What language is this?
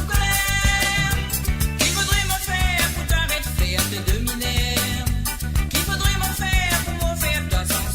Morisyen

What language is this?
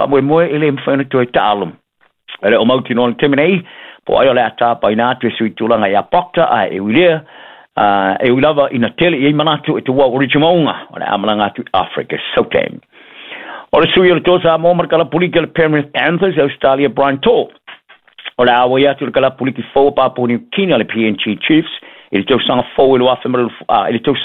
Samoan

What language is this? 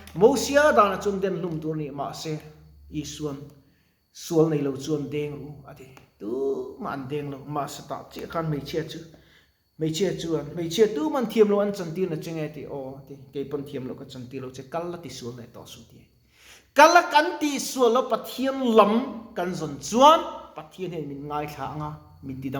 Mizo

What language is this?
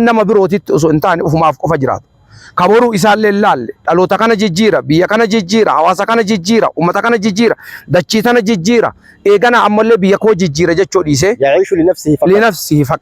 Oromo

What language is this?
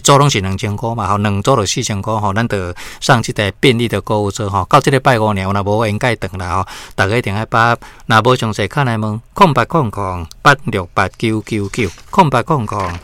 Min Nan Chinese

